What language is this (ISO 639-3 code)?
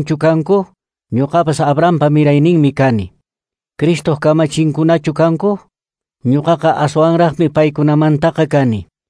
que